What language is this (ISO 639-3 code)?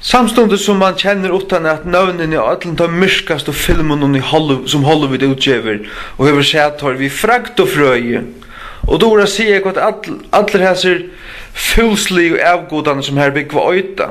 fao